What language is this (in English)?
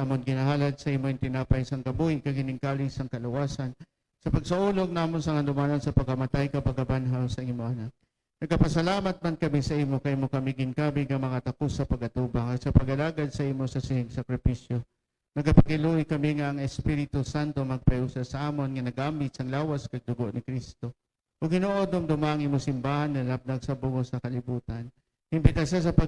Hiligaynon